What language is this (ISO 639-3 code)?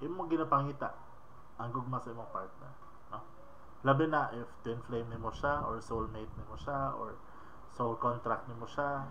ceb